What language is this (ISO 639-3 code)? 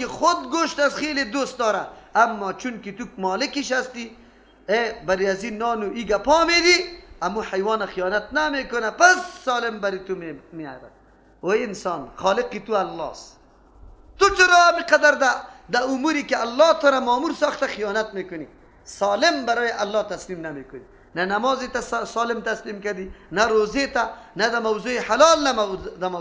fas